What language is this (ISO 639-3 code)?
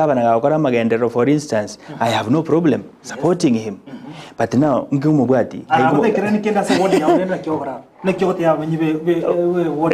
guz